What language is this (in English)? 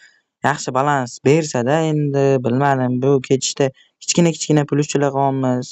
Uzbek